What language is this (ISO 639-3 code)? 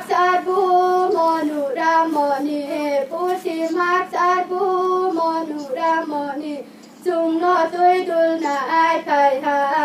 ria